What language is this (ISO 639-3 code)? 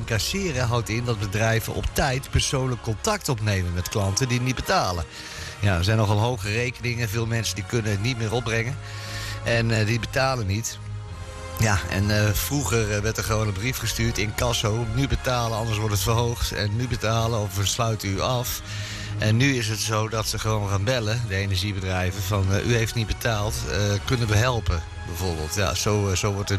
nld